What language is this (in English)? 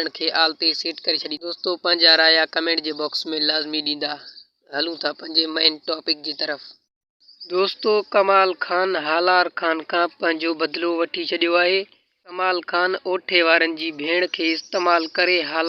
Sindhi